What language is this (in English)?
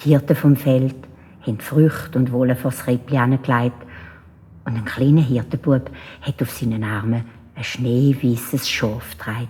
Swiss German